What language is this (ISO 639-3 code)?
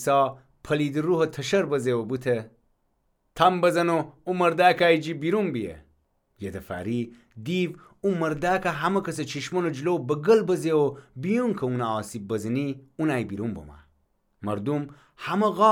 glk